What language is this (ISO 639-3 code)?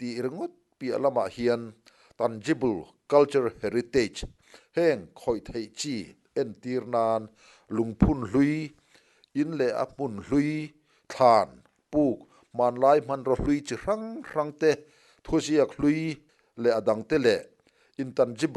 lus